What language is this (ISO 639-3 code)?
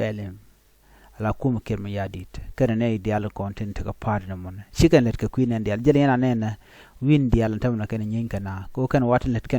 nus